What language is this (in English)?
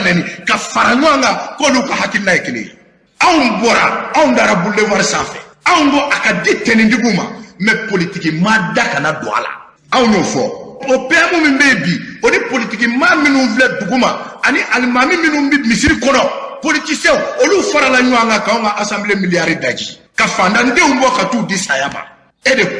Bambara